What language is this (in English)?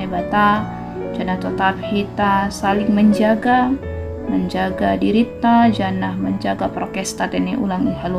Batak Simalungun